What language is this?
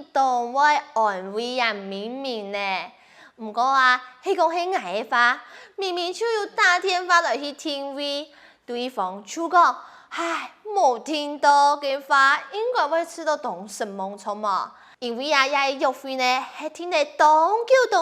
Hakka Chinese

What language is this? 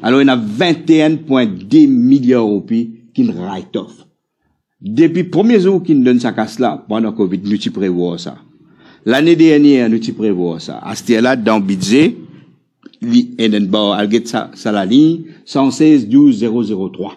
Morisyen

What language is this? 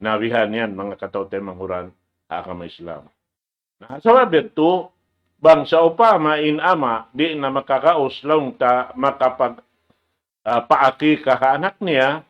Tausug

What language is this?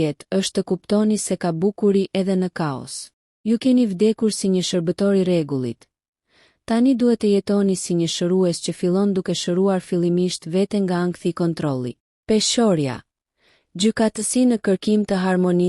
Albanian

